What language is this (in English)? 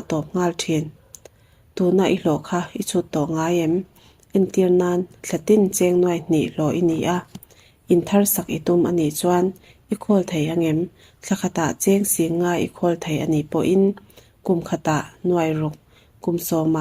Mizo